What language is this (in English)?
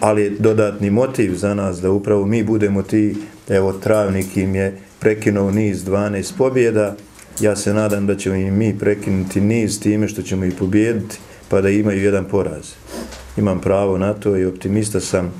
Bosnian